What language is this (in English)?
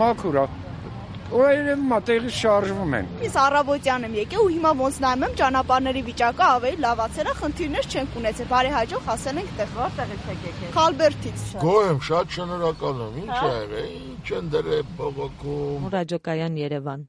Armenian